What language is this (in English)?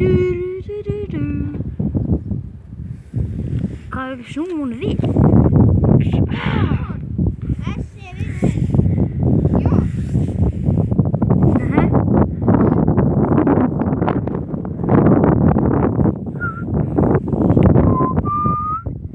Icelandic